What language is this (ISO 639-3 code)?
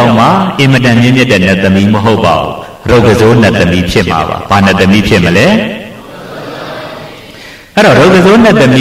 mya